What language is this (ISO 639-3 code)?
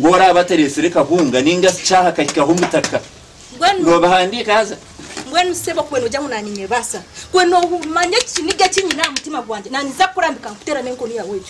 nyn